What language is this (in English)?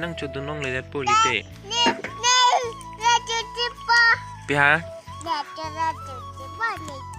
Karbi